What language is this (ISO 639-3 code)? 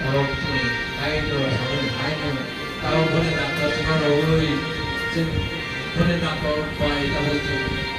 trp